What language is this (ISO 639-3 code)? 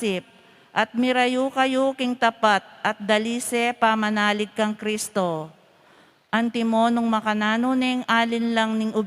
pam